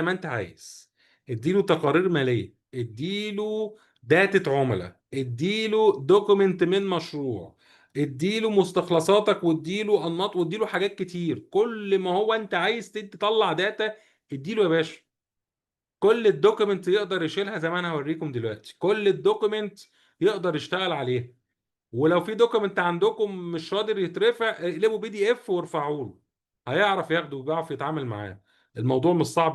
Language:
Egyptian Arabic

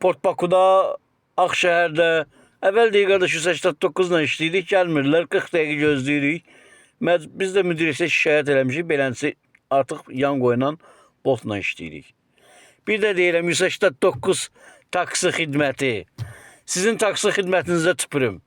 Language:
Azerbaijani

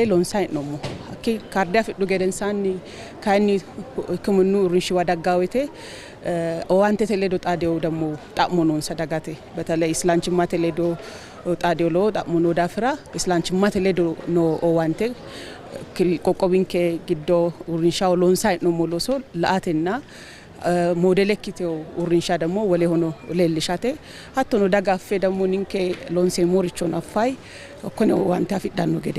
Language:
Sidamo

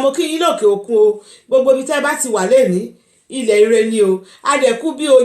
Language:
Yoruba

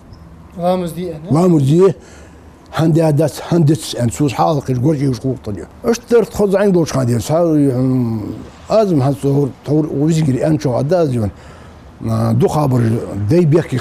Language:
Ingush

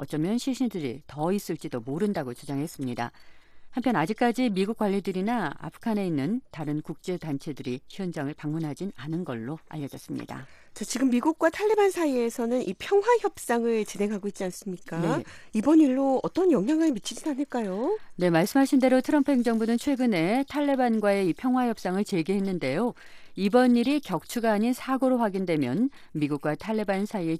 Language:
Korean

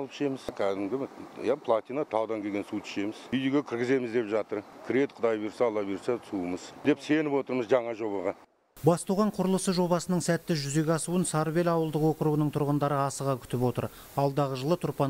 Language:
Kazakh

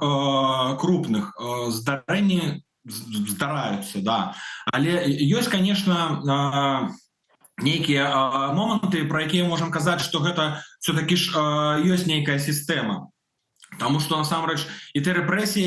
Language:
Belarusian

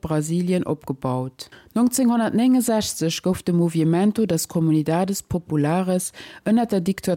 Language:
Luxembourgish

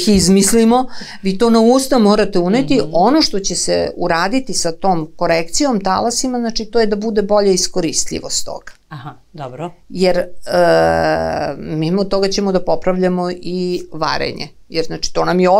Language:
Serbian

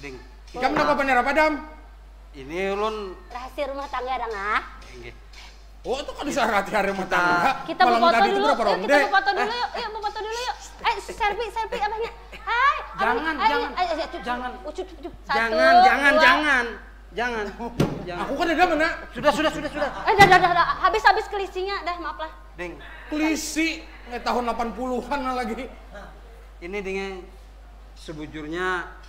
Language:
Banjar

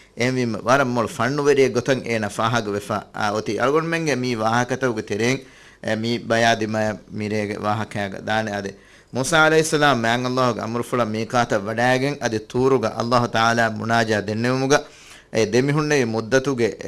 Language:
Divehi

